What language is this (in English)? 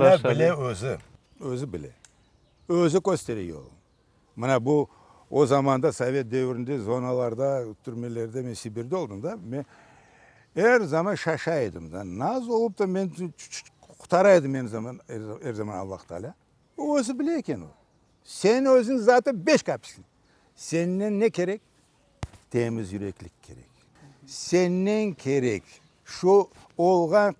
Crimean Tatar